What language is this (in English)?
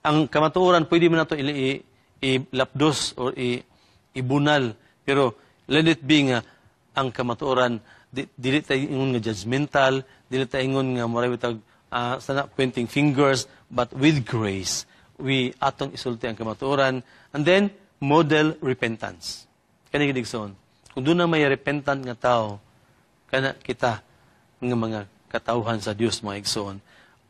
Cebuano